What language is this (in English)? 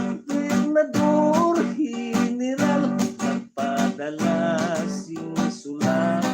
Hiligaynon